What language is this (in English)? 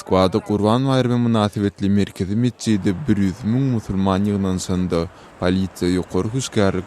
Turkmen